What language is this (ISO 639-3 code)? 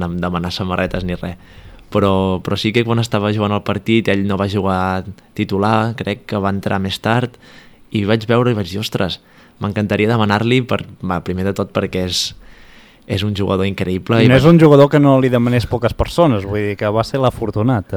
cat